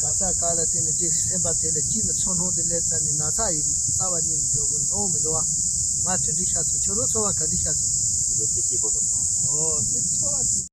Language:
Tibetan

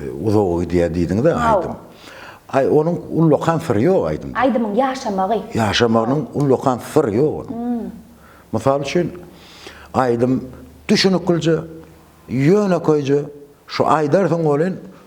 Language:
Turkmen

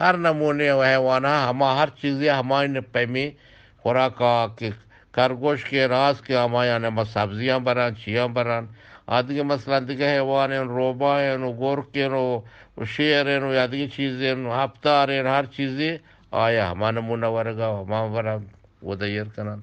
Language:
Eastern Balochi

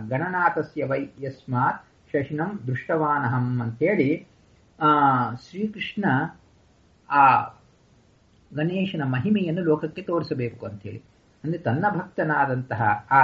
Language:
Kannada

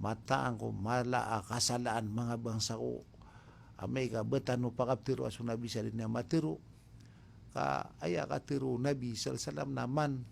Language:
Maranao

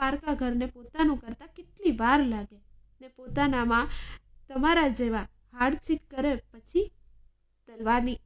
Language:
Gujarati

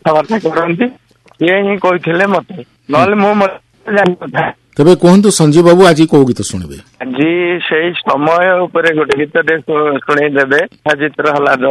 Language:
Odia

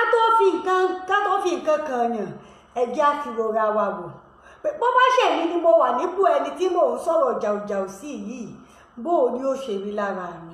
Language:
Yoruba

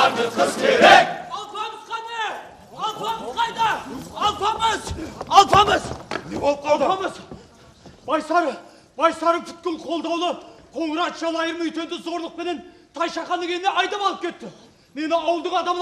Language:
Kara-Kalpak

